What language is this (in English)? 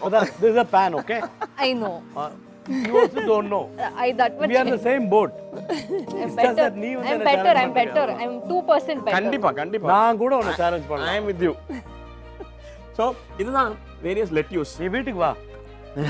Tamil